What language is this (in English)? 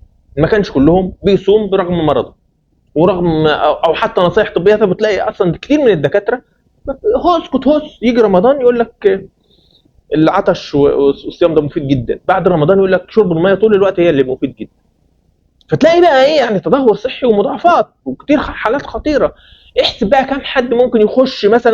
Egyptian Arabic